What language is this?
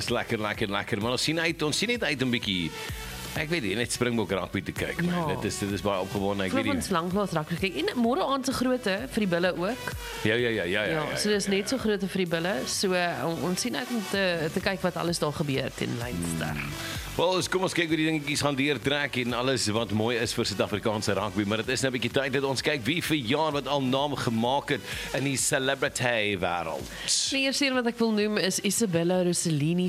Afrikaans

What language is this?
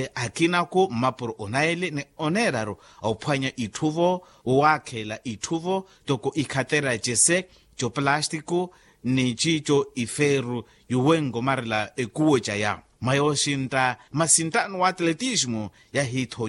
Makhuwa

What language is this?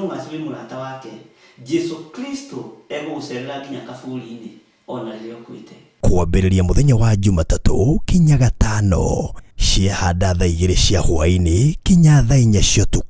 Kikuyu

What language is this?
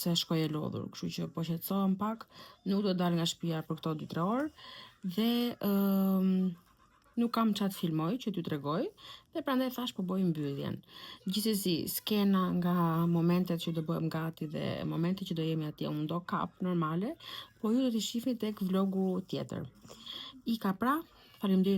Albanian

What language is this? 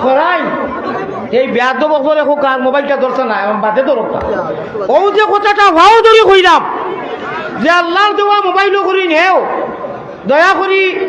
Sylheti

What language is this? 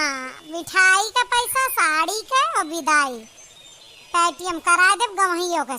Awadhi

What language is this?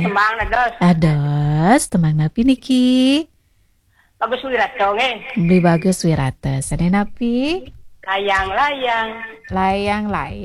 Balinese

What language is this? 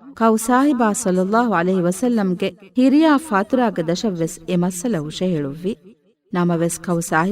Divehi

